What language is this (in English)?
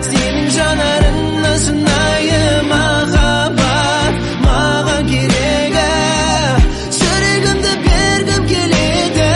Kazakh